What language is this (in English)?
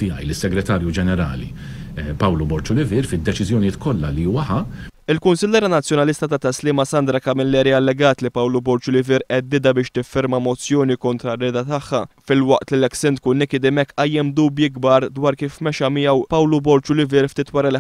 Maltese